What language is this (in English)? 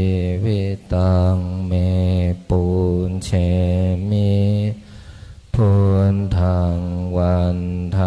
Pali